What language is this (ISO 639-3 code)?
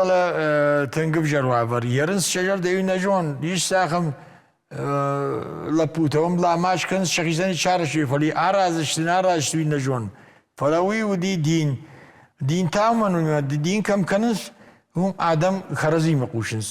oss